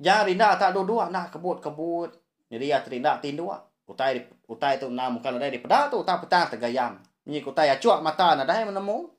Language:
Iban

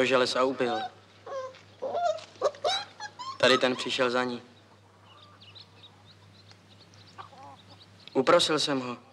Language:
Czech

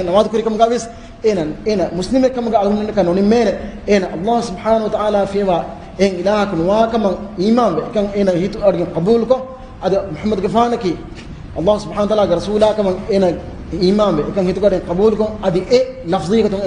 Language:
Divehi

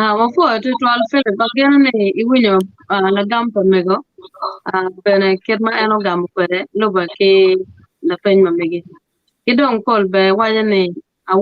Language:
Acoli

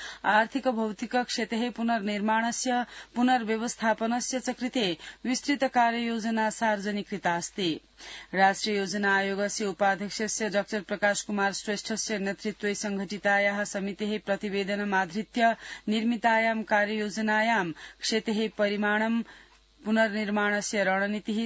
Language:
Sanskrit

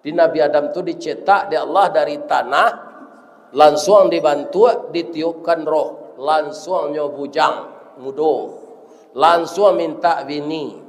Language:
Minangkabau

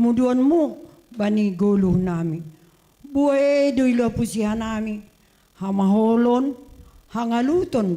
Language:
Batak Simalungun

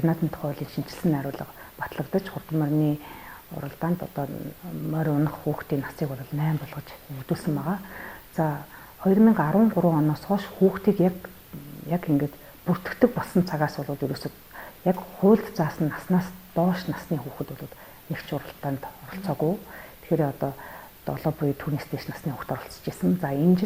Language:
Mongolian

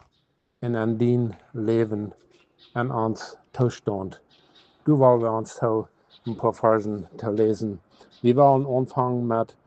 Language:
Plautdietsch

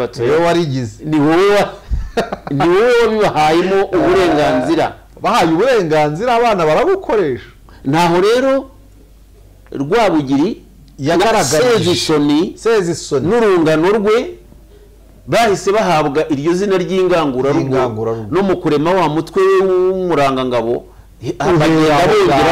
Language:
Kinyarwanda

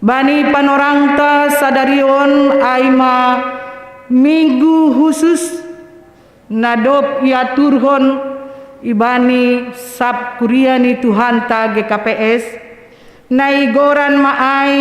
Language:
Batak Simalungun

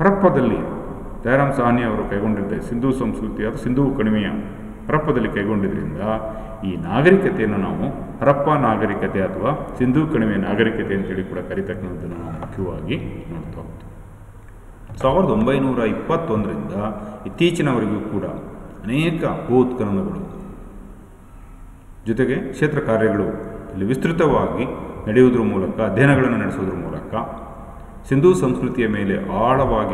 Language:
Kannada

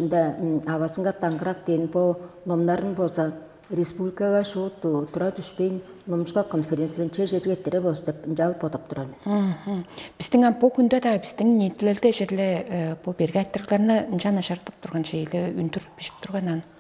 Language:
Tuvinian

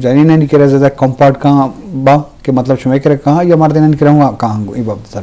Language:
Eastern Balochi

